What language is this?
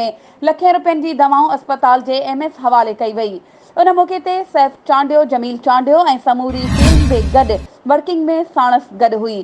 Sindhi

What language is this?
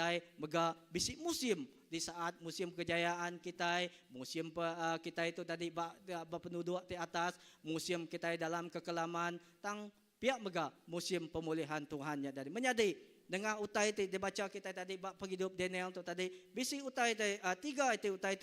Iban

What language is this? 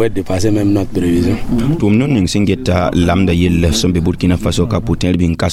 Mossi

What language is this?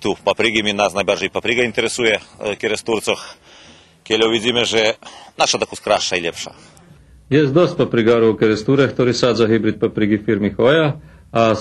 Rusyn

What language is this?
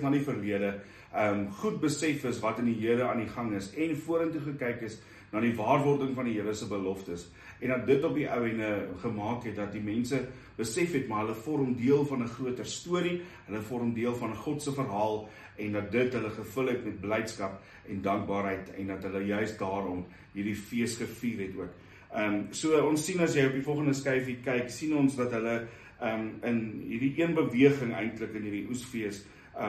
Afrikaans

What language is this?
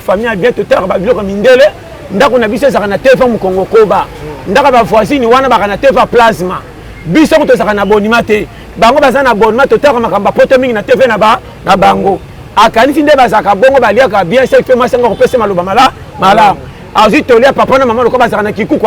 Lingala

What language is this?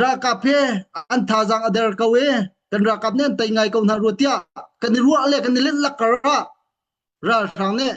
Hakha Chin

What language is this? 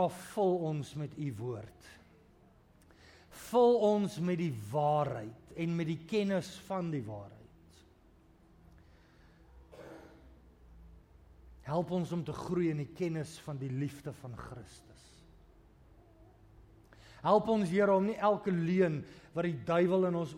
Afrikaans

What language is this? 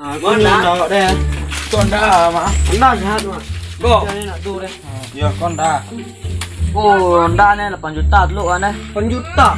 Minangkabau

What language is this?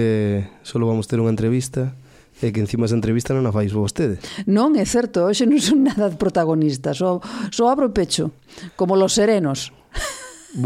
Galician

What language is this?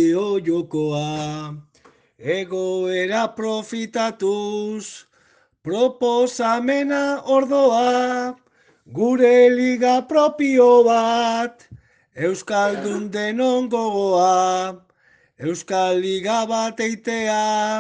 Basque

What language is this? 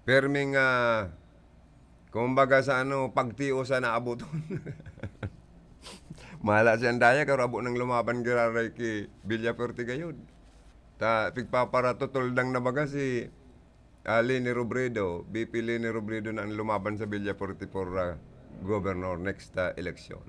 Bikol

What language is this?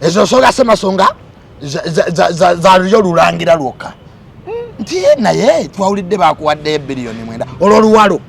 Ganda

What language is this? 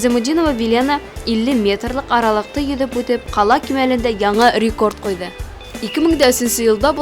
Bashkir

